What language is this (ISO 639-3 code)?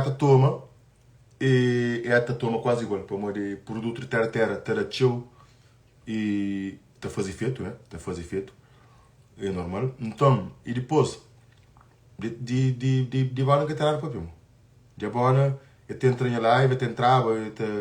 kea